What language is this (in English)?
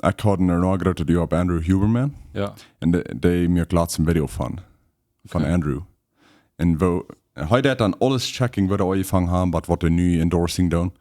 Plautdietsch